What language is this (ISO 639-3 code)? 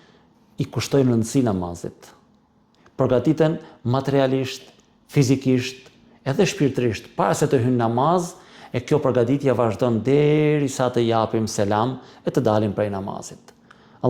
sqi